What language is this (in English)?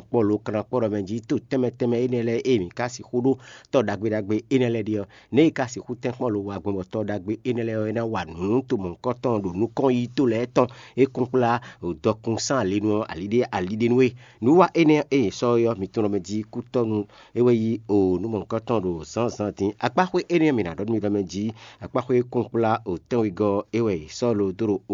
Fon